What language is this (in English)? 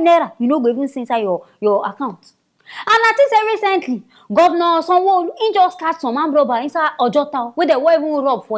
Nigerian Pidgin